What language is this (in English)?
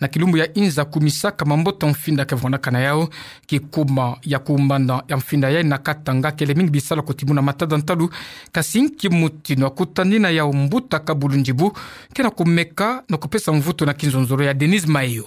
Kituba (Democratic Republic of Congo)